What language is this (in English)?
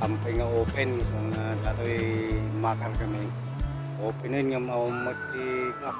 Iloko